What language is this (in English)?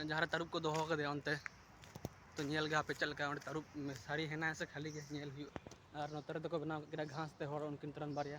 Santali